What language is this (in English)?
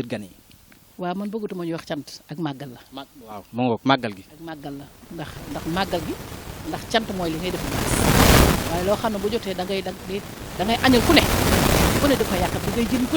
Wolof